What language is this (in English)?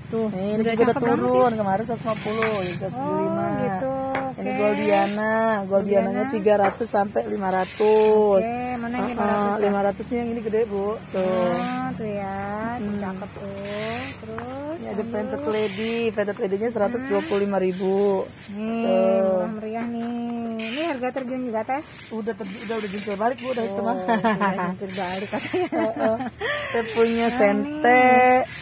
Indonesian